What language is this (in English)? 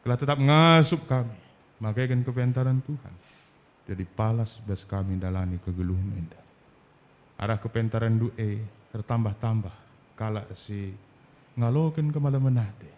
Batak Karo